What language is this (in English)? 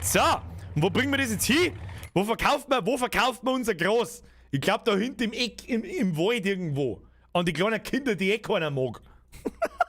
Bavarian